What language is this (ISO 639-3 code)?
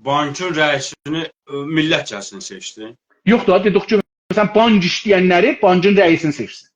azb